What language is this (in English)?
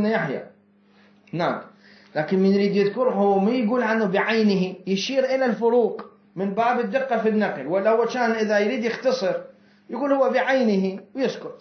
Mesopotamian Arabic